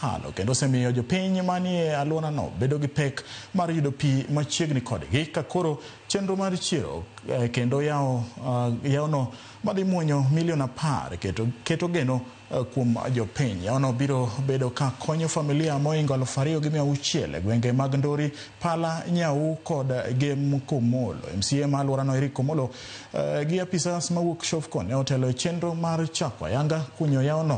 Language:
Luo (Kenya and Tanzania)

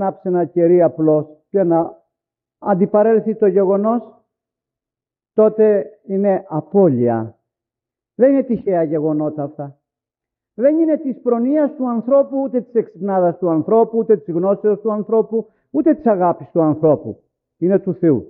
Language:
Greek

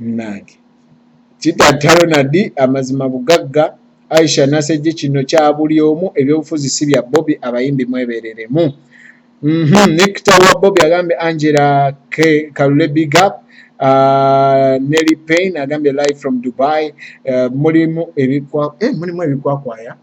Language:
Ganda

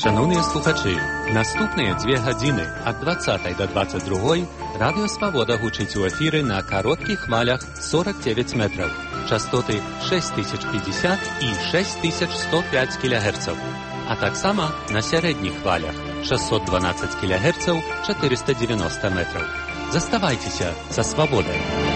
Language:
Belarusian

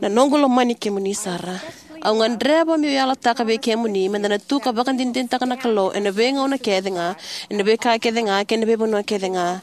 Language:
Fijian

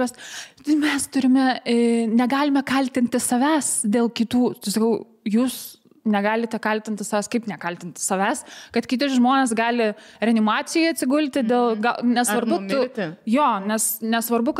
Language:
Lithuanian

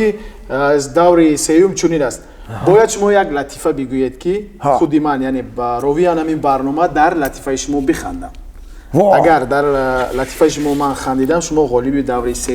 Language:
Tajik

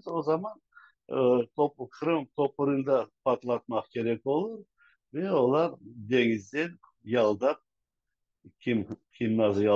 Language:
Crimean Tatar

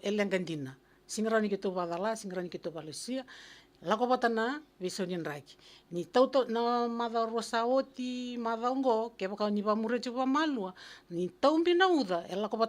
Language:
Fijian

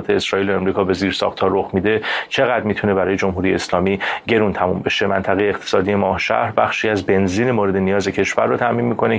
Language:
Persian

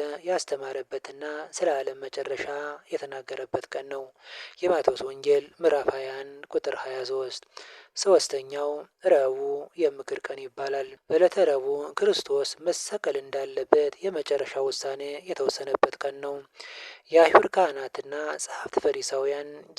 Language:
Amharic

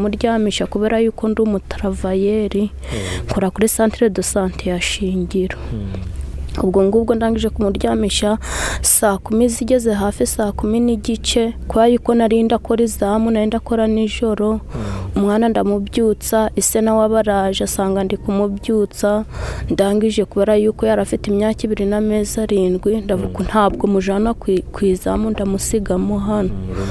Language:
Kinyarwanda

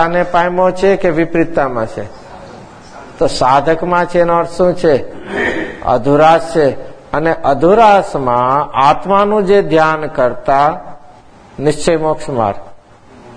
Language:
Gujarati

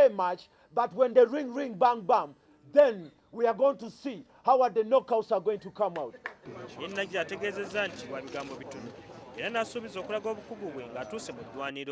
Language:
Ganda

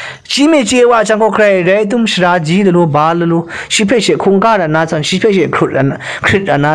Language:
Kachin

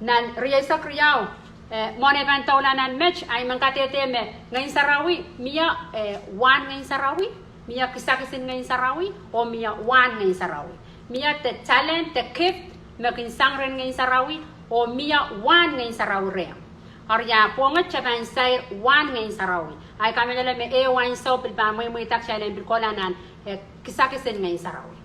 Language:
Pohnpeian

